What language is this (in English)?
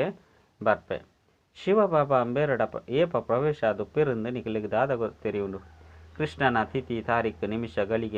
Tulu